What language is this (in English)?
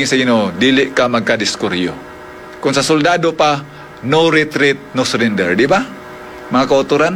Hiligaynon